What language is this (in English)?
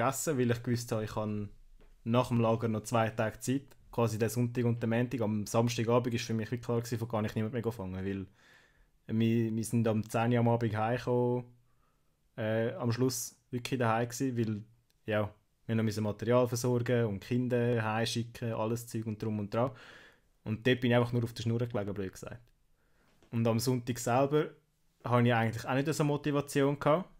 Swiss German